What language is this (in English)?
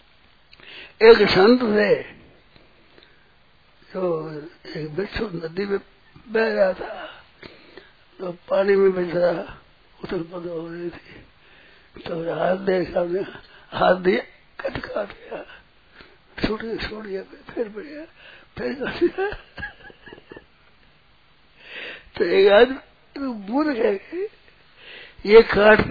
Hindi